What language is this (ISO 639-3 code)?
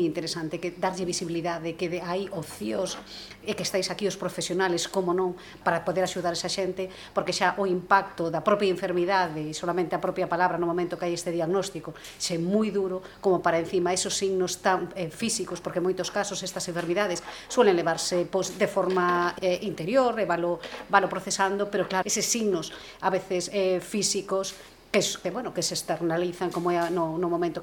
glg